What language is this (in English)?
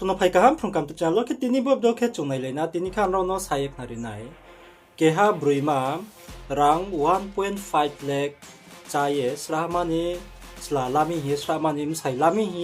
Riang (India)